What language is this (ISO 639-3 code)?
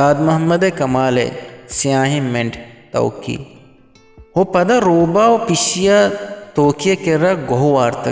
bgp